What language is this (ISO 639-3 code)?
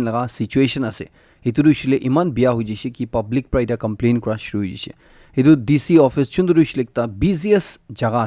nag